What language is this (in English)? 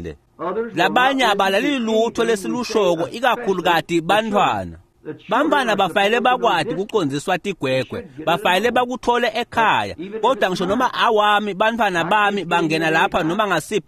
Swati